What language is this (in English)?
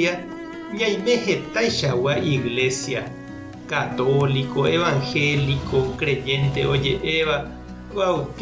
Guarani